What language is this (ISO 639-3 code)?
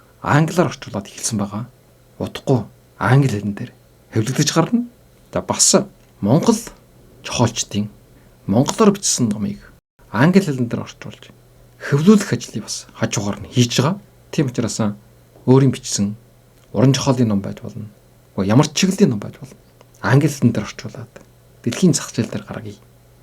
mon